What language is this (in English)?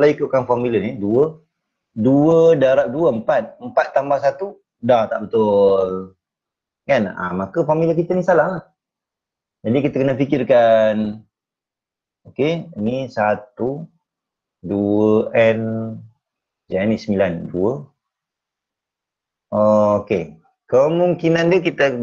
Malay